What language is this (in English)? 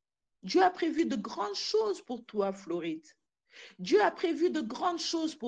French